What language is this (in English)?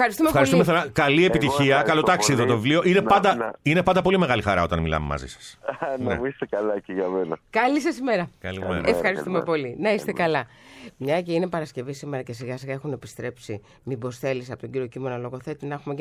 Greek